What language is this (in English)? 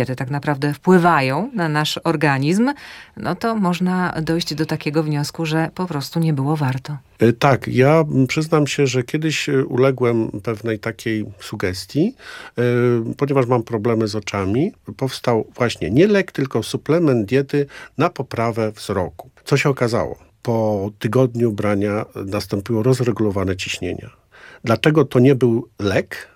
Polish